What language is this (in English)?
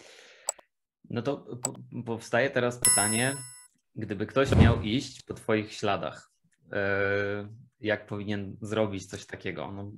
Polish